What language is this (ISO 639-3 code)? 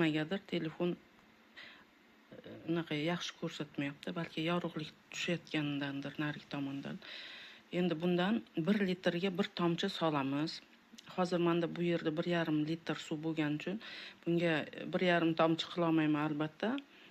uzb